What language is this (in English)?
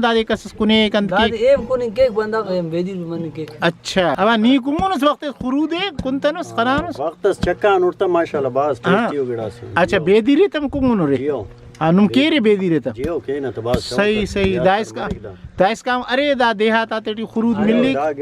Brahui